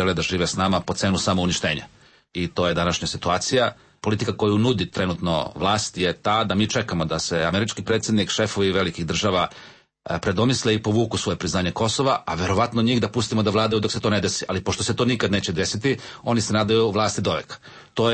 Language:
Serbian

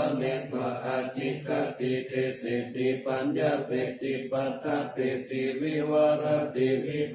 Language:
Pali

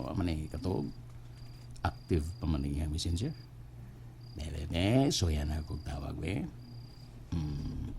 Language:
Cebuano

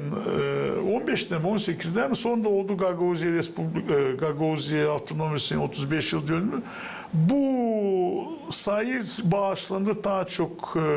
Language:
Gagauz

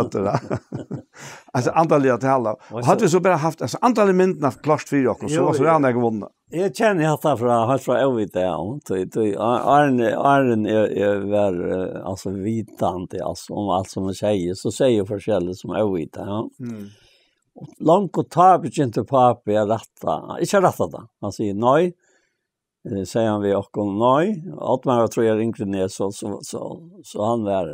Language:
Faroese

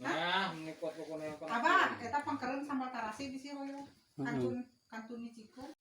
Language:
Sundanese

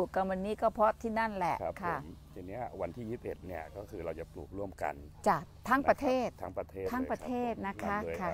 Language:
Thai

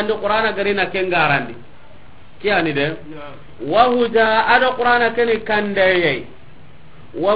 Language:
Soninke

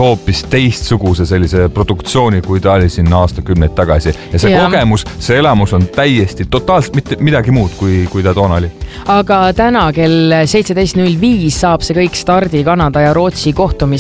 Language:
Estonian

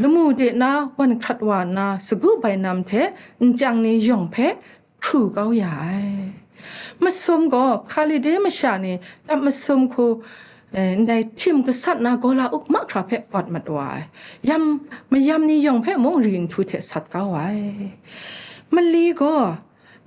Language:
Kachin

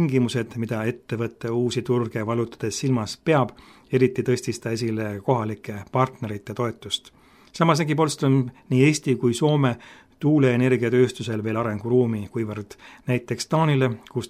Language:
Estonian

